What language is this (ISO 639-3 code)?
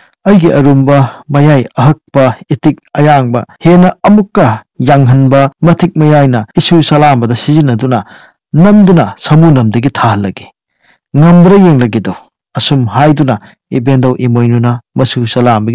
mni